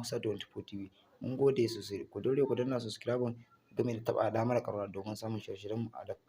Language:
Hausa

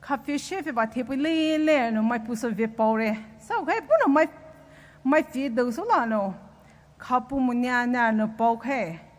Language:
Poumei Naga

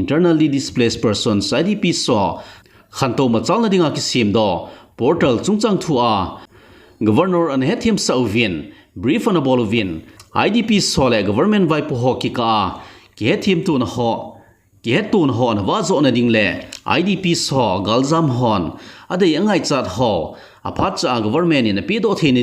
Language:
Thado Chin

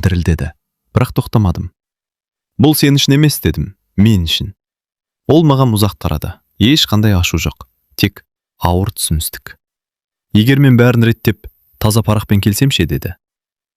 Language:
Kazakh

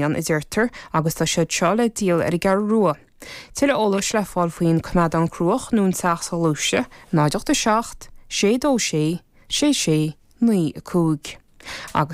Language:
Irish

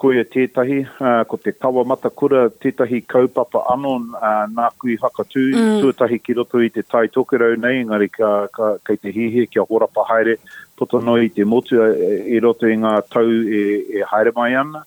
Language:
Māori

